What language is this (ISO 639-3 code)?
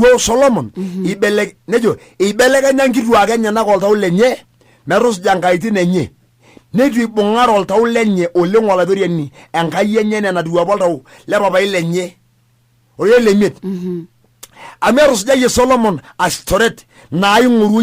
mas